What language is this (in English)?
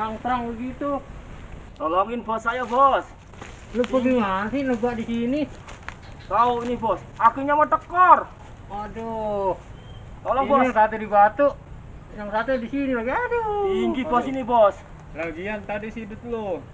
Betawi